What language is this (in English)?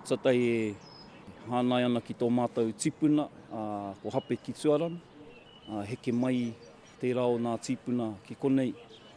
Māori